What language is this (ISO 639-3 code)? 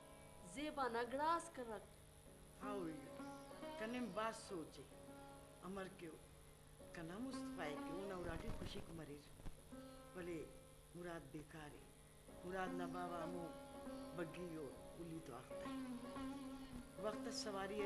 brh